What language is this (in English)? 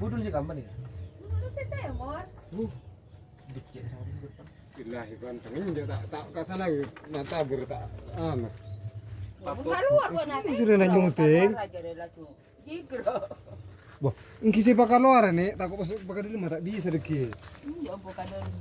Madurese